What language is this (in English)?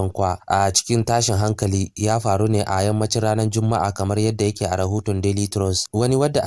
Hausa